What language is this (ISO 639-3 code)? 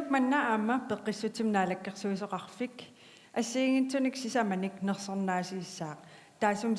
kal